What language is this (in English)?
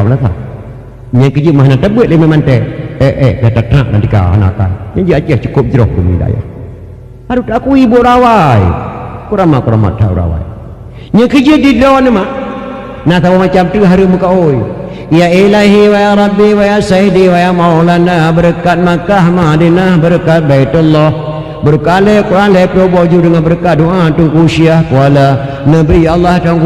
Achinese